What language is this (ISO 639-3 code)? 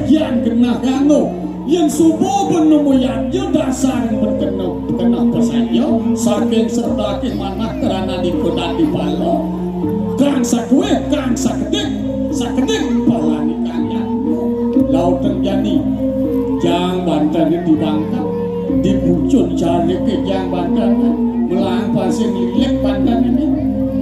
ban